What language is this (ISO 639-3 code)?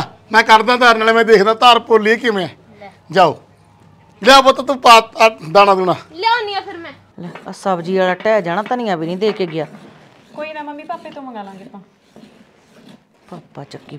pan